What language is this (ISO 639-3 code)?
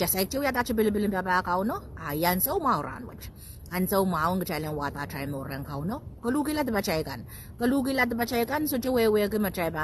pon